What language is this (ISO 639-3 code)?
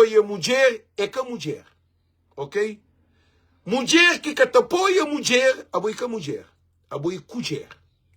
kea